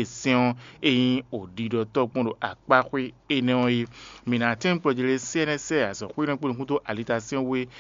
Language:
Fon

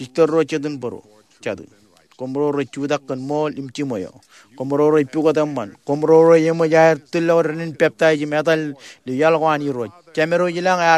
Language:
Marshallese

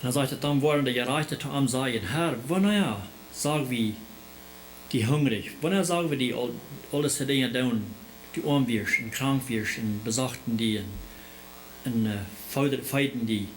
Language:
Plautdietsch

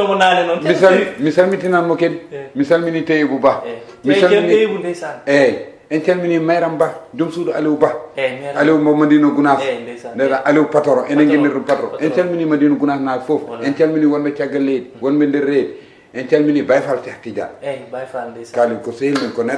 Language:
Fula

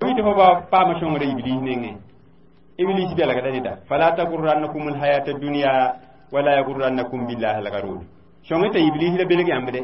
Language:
Mossi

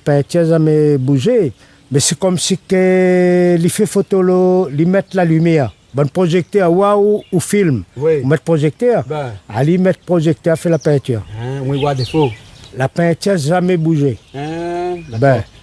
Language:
Réunion Creole French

